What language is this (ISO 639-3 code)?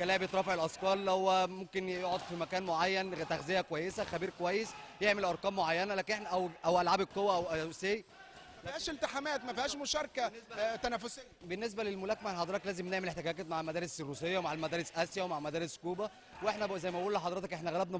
arz